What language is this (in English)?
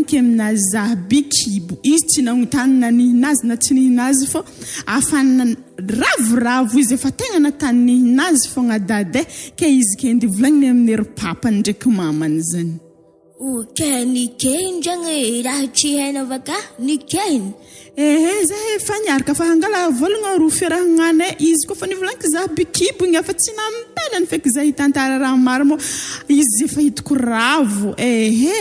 Malagasy